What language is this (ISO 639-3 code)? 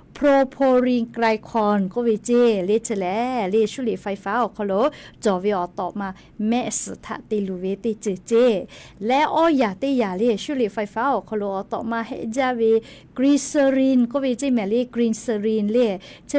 lhu